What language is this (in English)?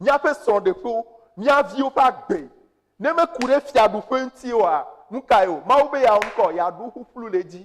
Ewe